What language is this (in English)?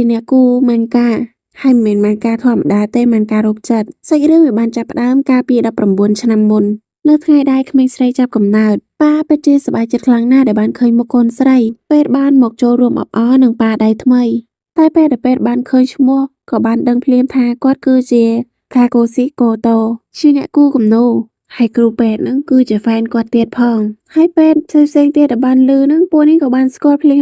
Khmer